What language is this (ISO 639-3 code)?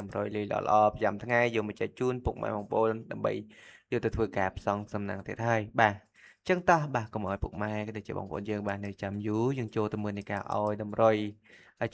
khm